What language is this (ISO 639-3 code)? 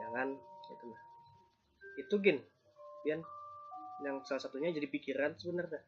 bjn